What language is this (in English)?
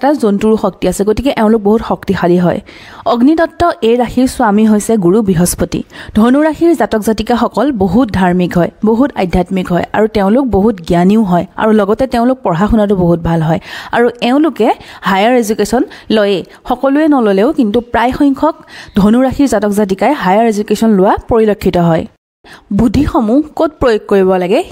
Assamese